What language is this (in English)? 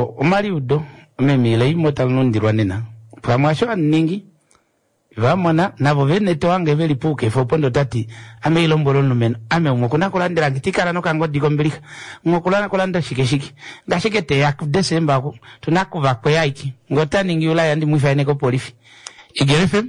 Kuanyama